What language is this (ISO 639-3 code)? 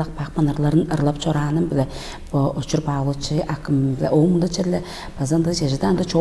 tyv